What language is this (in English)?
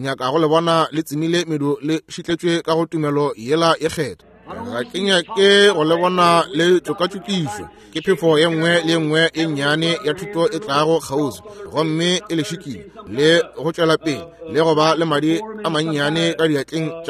Northern Sotho